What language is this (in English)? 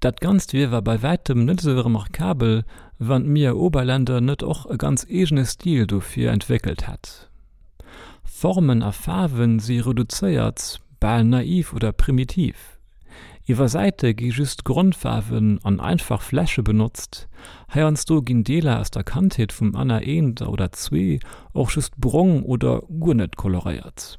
Luxembourgish